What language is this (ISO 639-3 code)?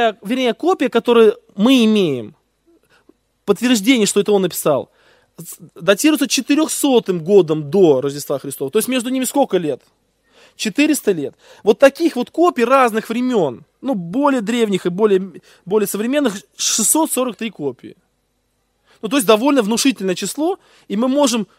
rus